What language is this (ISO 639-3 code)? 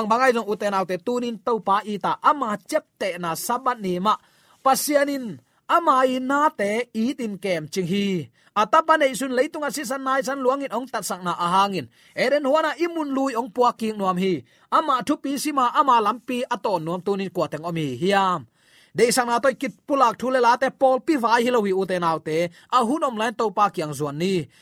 ctd